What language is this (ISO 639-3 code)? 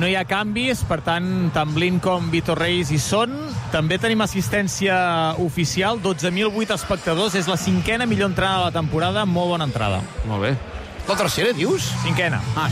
cat